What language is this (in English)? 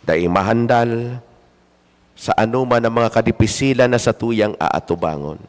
Bikol